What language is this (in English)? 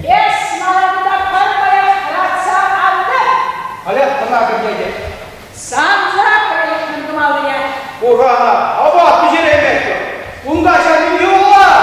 Chuvash